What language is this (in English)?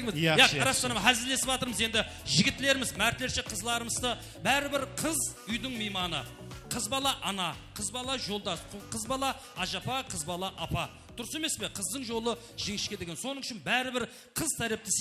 Kara-Kalpak